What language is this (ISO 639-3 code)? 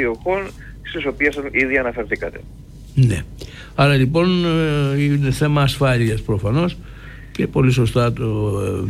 ell